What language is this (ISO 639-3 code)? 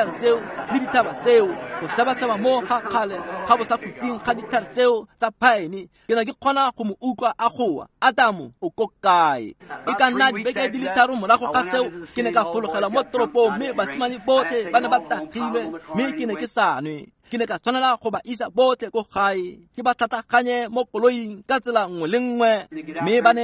tsn